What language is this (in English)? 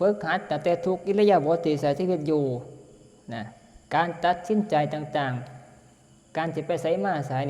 Northeastern Thai